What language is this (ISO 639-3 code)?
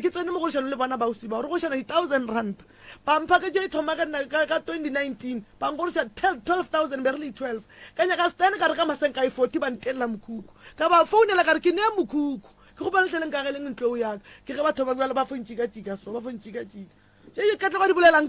nso